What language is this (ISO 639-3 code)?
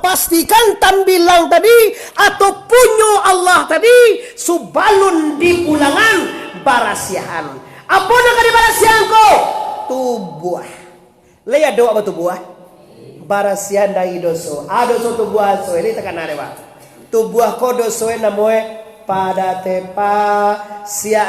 min